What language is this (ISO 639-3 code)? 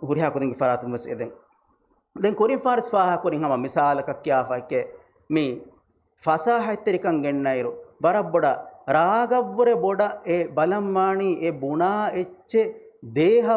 div